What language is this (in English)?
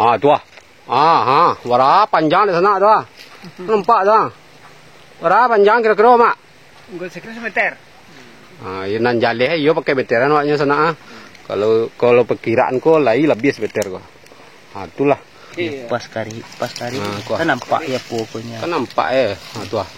Minangkabau